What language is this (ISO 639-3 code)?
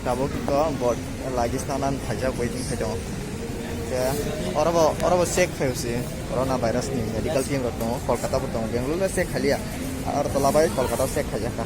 trp